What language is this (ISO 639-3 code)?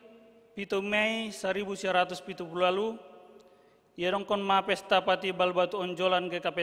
bts